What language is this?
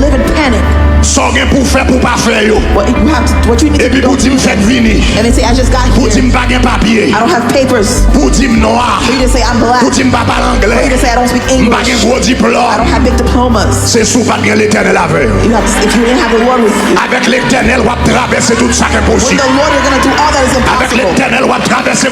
Haitian Creole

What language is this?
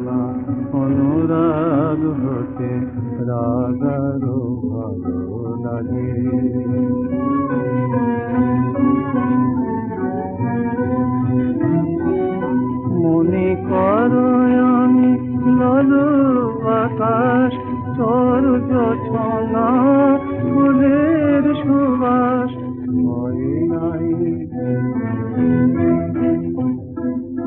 Bangla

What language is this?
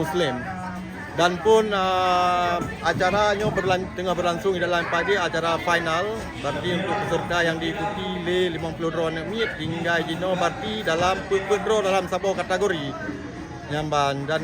Achinese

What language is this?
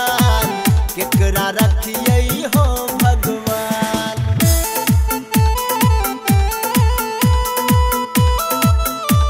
Maithili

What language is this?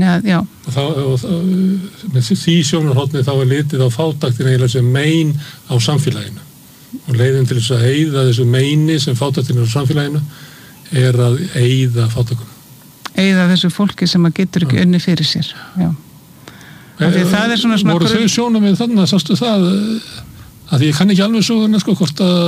Icelandic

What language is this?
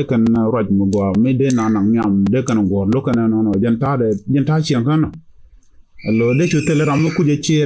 Nuer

